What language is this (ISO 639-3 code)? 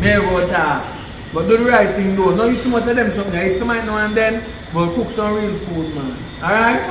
jam